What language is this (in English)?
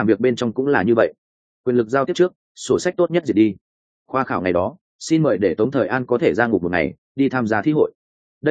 Vietnamese